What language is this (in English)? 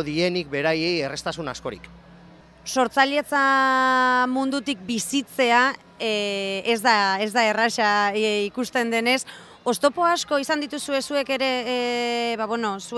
Basque